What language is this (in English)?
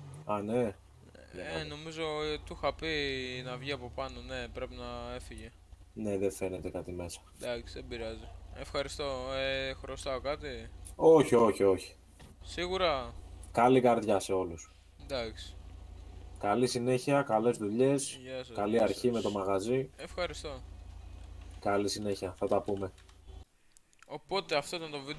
Greek